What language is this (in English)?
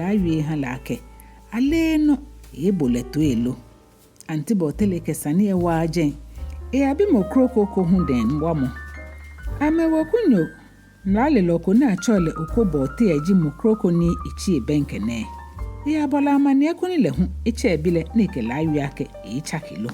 Ga